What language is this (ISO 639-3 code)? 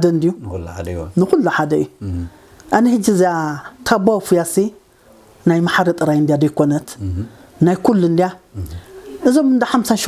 tir